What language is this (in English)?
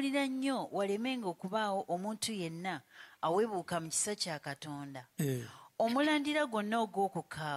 Ganda